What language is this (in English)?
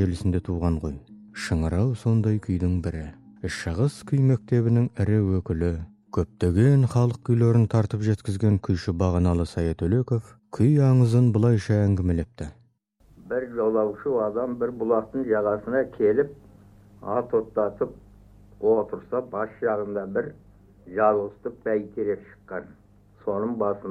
Kazakh